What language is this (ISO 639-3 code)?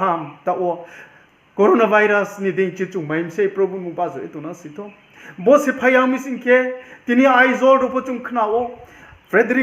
ria